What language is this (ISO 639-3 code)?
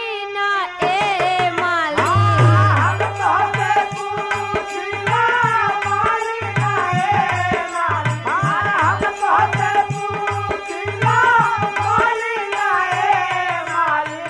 bho